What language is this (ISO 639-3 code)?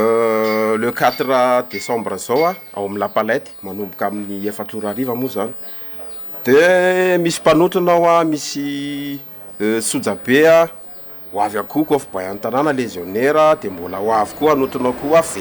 mlg